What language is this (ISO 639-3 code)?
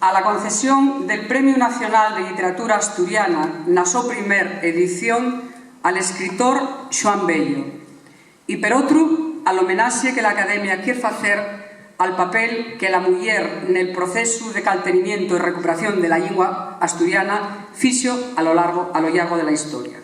ast